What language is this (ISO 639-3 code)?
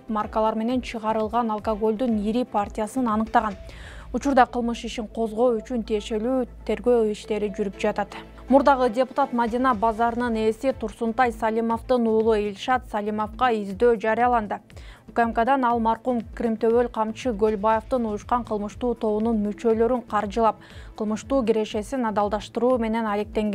kir